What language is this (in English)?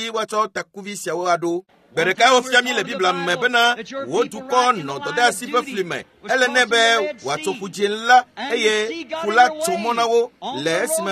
Ewe